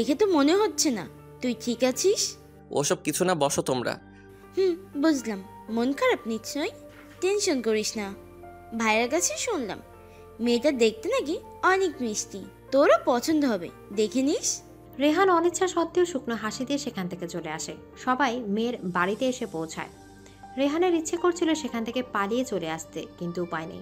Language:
Bangla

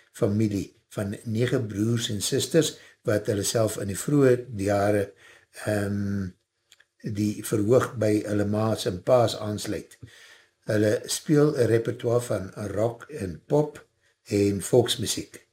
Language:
Afrikaans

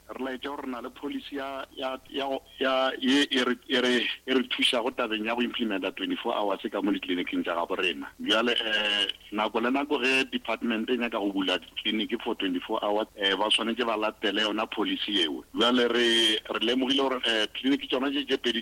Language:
Northern Sotho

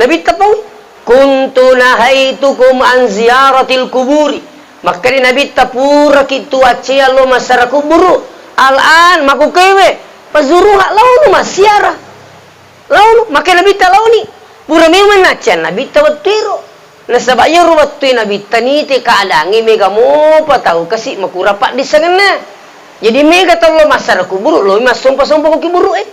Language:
Buginese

